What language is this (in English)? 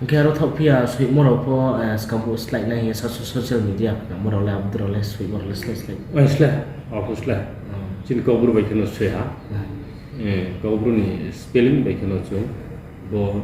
Riang (India)